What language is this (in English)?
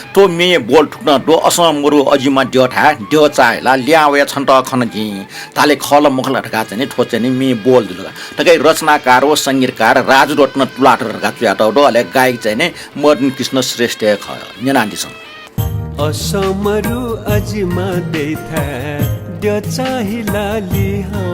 Newari